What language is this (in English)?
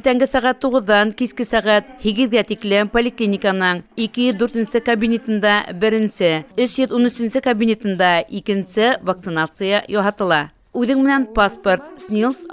Bashkir